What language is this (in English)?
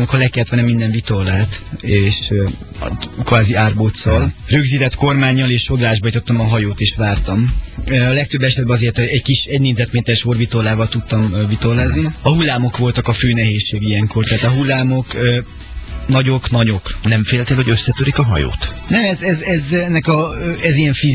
Hungarian